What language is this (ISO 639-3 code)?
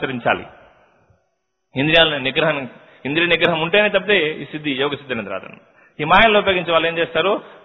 tel